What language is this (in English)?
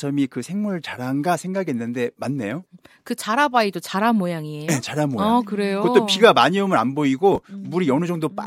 Korean